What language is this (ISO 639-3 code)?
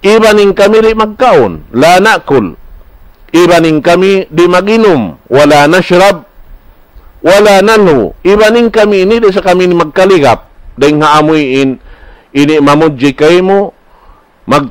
tsg